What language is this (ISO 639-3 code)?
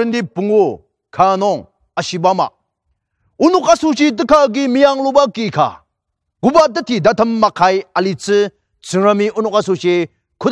njo